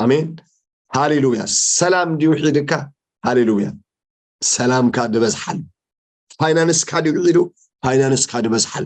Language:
Tigrinya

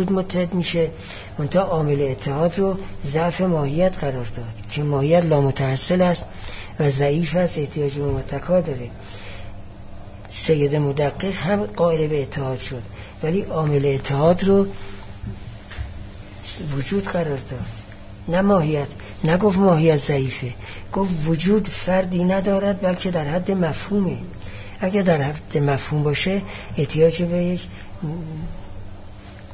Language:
Persian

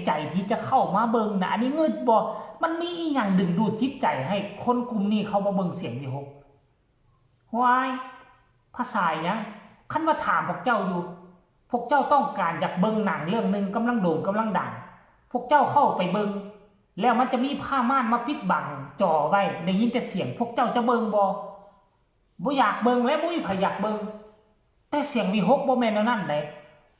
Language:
Northeastern Thai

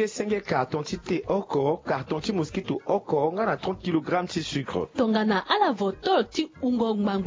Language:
Sango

